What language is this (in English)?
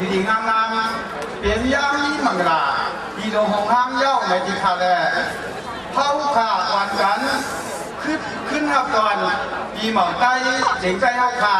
Shan